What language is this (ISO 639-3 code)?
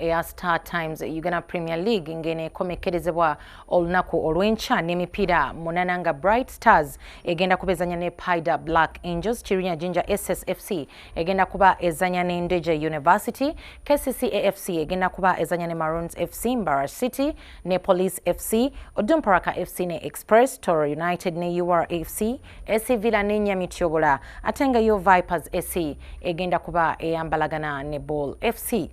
lug